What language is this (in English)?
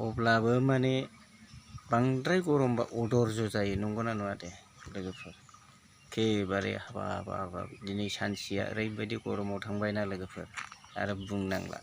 Bodo